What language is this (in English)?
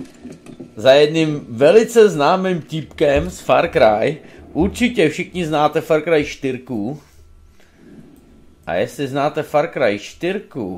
Czech